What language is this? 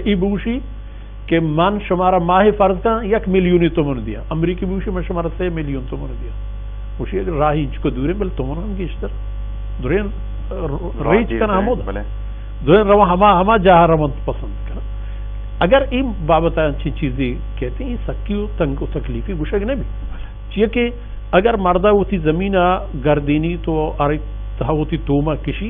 Baluchi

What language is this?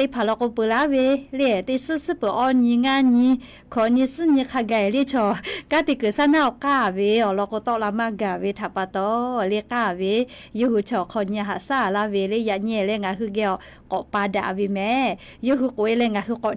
Lahu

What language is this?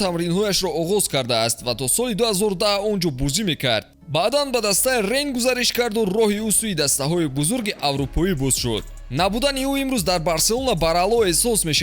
Tajik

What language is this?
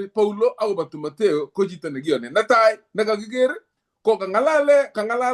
Kalenjin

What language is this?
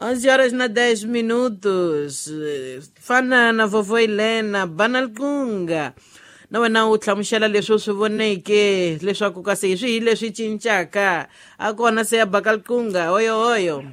Tsonga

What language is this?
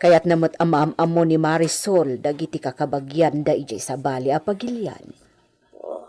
Iloko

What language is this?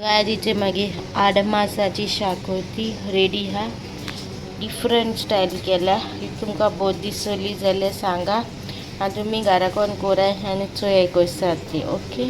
Konkani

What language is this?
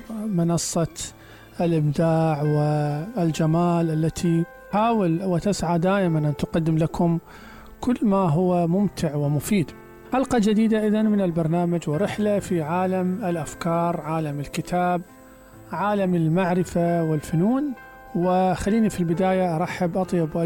Mesopotamian Arabic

